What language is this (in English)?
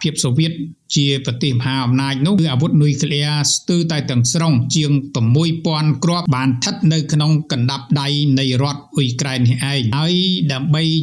Khmer